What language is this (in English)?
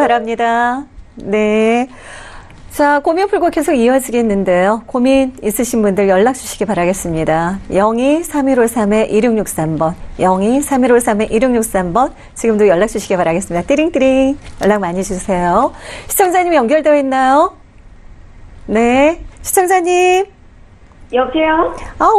Korean